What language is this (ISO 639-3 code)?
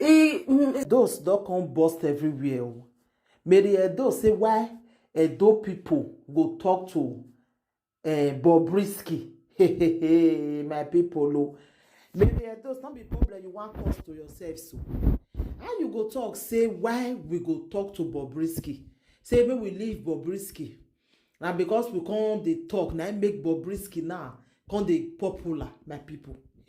pcm